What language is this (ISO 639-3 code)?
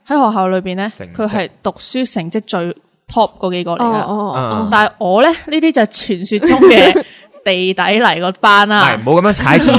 yue